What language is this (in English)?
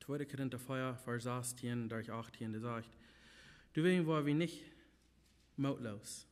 Plautdietsch